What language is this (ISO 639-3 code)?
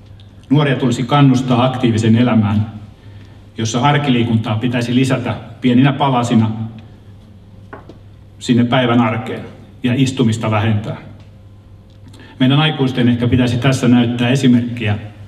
fin